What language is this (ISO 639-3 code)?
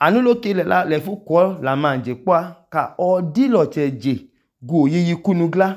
idu